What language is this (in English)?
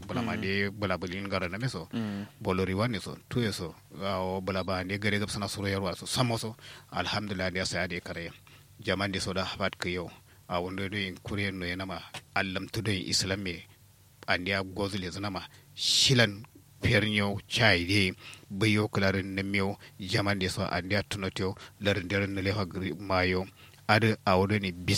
Kanuri